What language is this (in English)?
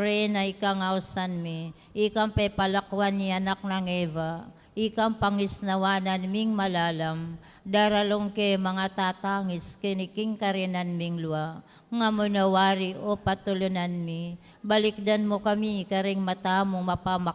Pampanga